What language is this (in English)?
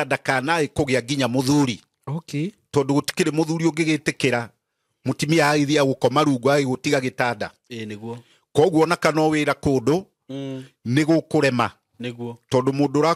Kikuyu